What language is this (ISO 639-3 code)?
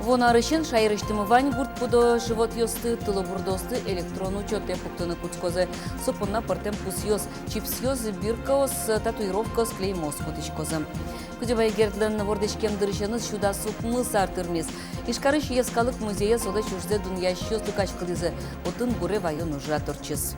udm